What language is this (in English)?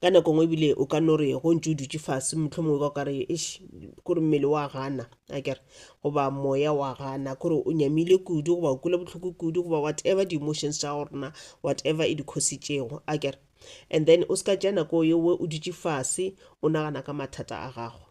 Northern Sotho